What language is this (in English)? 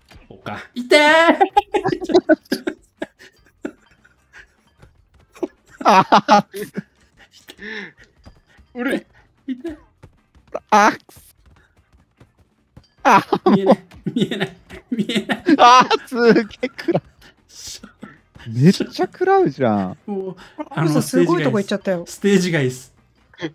Japanese